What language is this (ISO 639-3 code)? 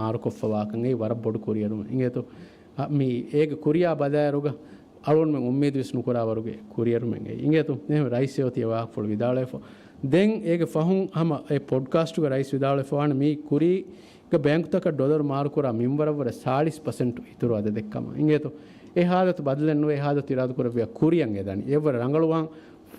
div